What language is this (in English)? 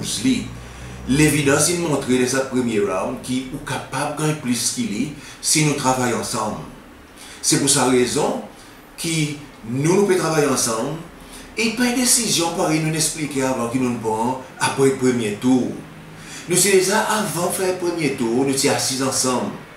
Seselwa Creole French